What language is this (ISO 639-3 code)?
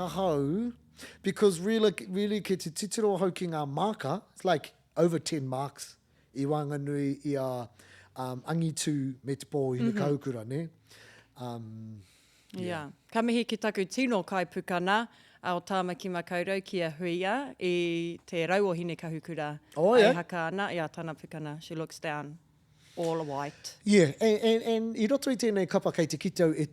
mri